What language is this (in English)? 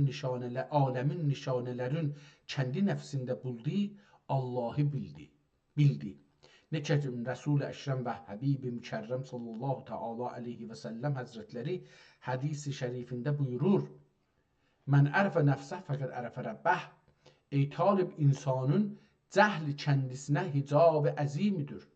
South Azerbaijani